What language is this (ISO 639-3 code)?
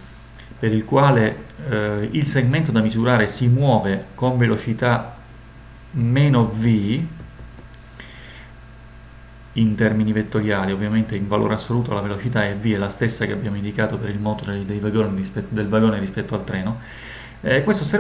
ita